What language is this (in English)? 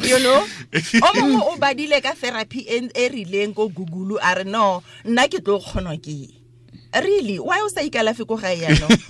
Tswana